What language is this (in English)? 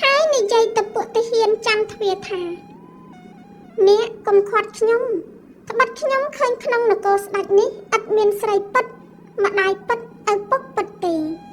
Khmer